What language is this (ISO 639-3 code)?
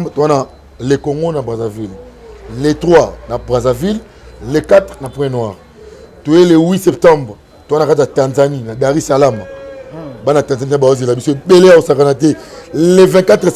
lin